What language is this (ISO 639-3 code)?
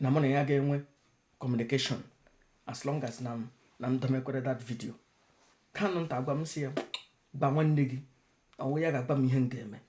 ibo